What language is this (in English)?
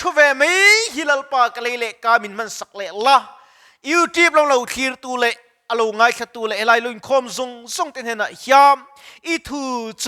Mizo